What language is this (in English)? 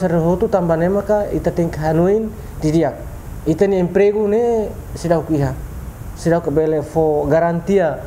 Tetum